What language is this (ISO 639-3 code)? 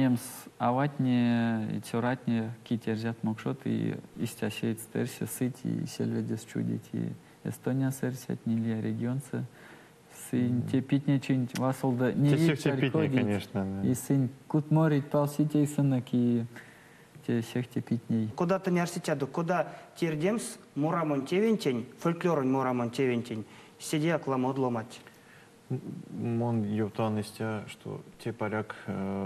myv